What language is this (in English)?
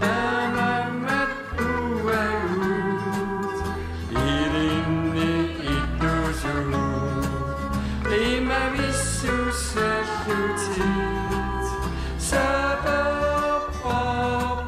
Kalaallisut